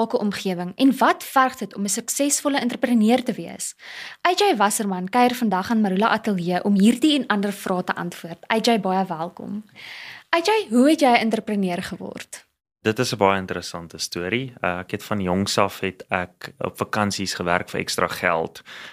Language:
Afrikaans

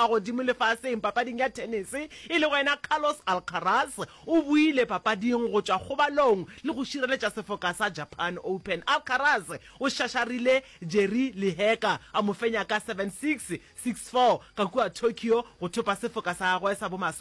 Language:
Northern Sotho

